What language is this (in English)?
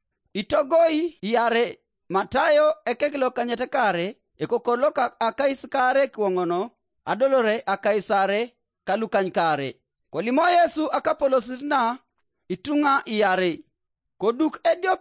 Teso